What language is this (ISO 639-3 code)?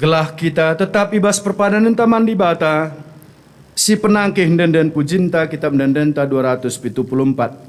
btx